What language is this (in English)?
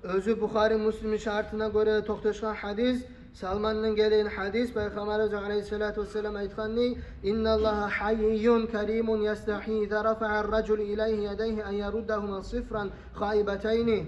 Kumyk